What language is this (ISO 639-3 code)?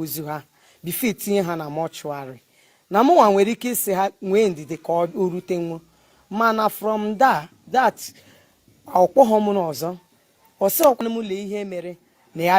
ibo